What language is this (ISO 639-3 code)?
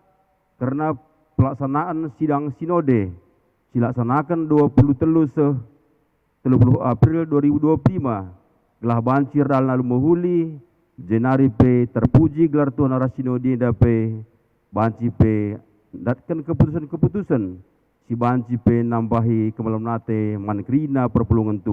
btx